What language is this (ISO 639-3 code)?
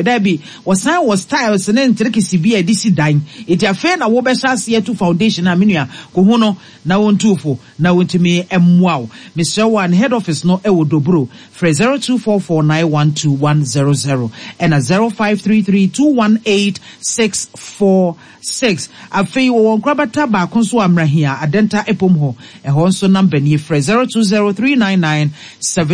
aka